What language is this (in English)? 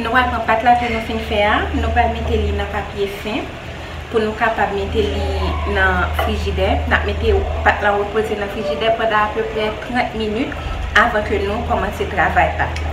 Haitian Creole